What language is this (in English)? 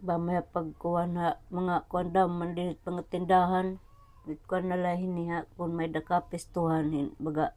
Waray